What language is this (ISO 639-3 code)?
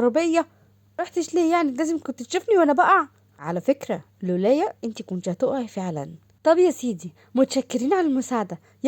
arz